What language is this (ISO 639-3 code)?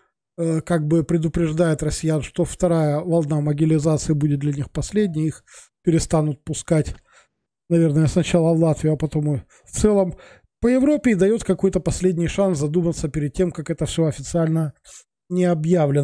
rus